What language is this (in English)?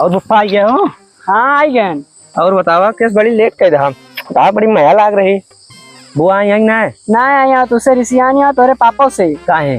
Awadhi